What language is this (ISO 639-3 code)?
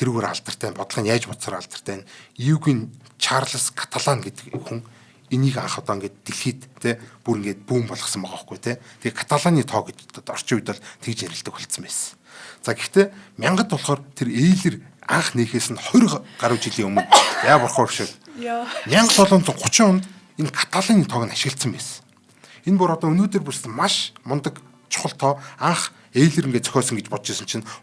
mon